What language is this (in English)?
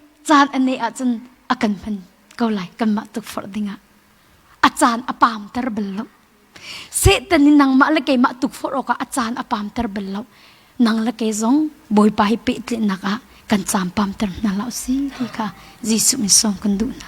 Hakha Chin